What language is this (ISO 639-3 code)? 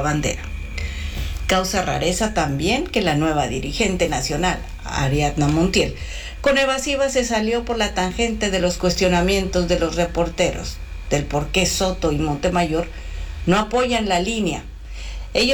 spa